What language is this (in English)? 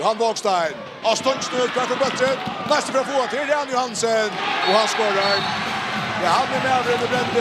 Faroese